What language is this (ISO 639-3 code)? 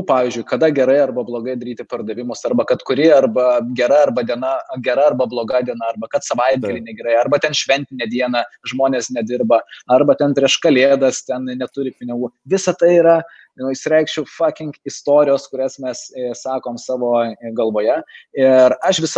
lit